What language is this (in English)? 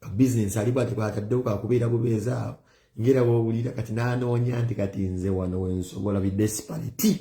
Ganda